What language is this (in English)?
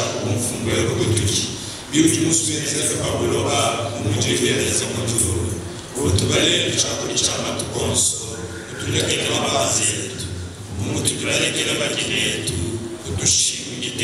Luba-Lulua